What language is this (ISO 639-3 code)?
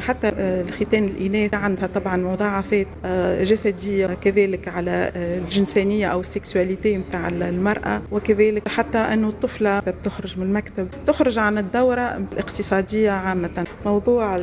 aeb